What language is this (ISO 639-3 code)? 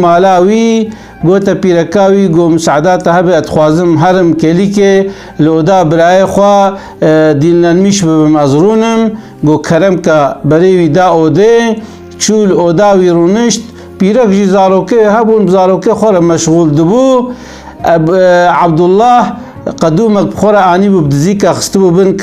kur